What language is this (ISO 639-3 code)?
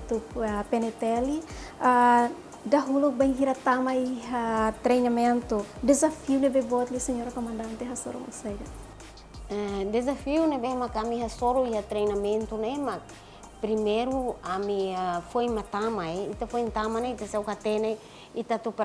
tet